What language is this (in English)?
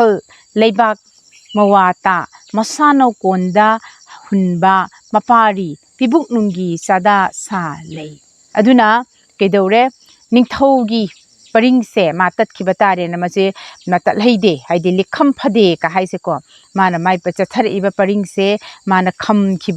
Manipuri